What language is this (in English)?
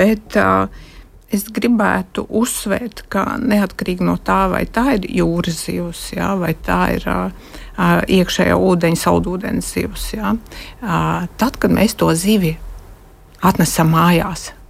Latvian